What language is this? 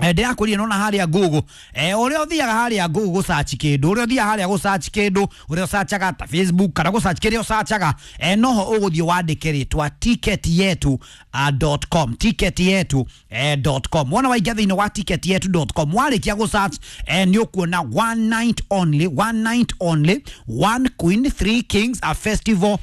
Kikuyu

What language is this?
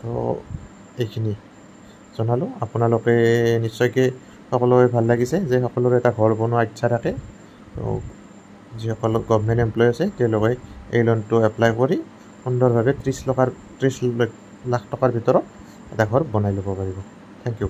Assamese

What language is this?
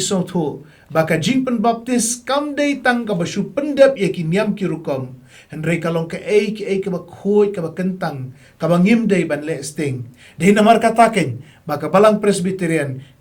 Khasi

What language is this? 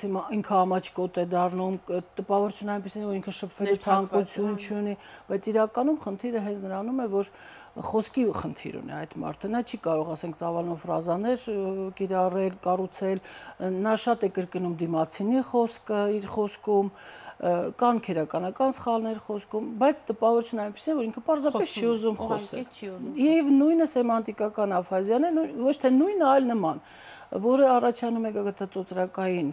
Armenian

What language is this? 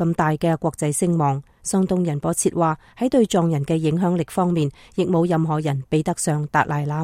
Cantonese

